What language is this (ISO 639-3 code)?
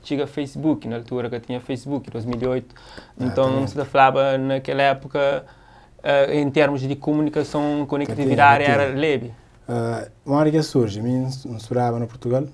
kea